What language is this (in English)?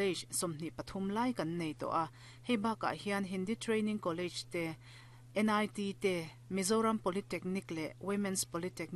Mizo